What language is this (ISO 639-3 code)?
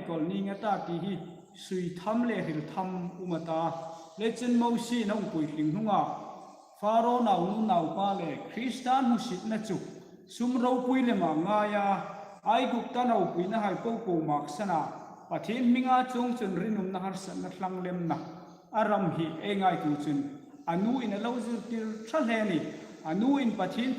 hmr